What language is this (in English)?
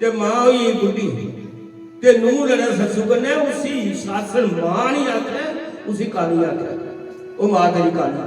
Dogri